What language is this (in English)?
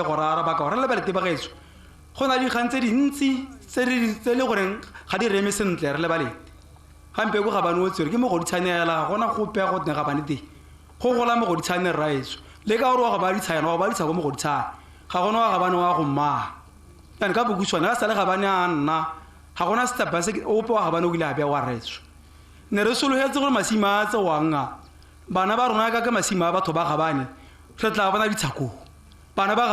Tswana